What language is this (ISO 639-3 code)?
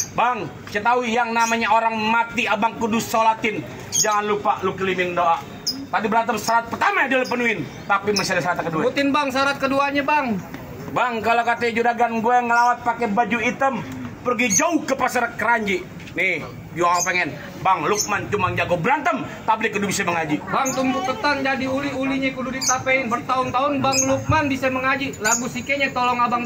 bew